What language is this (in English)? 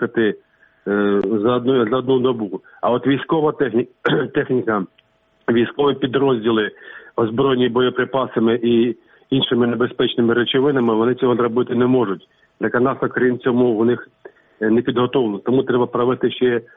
Ukrainian